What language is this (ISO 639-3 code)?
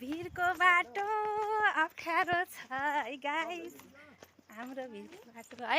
nep